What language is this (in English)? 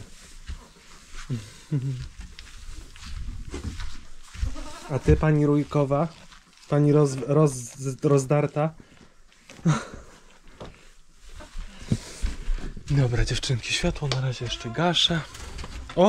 Polish